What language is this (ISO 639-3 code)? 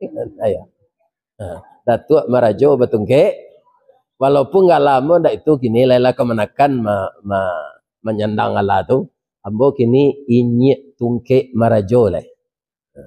min